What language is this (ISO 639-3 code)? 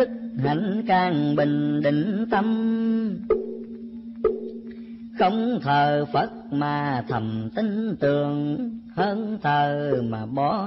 vie